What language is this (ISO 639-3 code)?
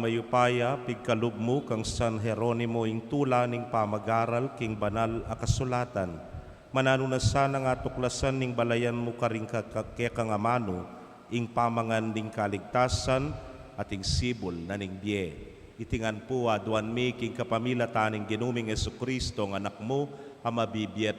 pam